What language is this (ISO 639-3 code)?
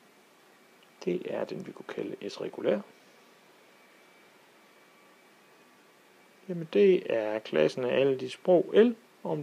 dan